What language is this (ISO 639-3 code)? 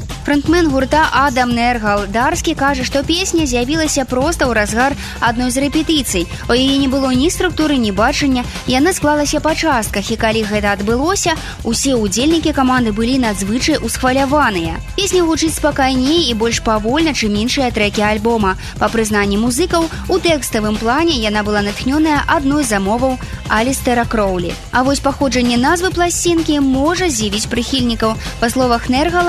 bel